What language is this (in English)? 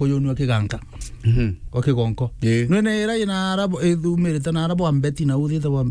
Meru